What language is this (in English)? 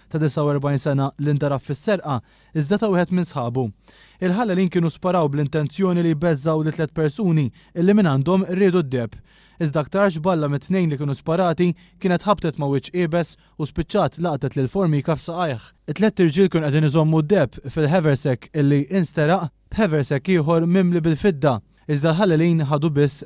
Maltese